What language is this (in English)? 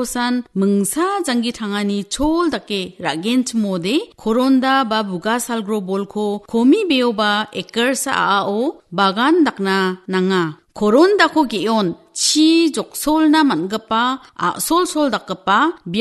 Garo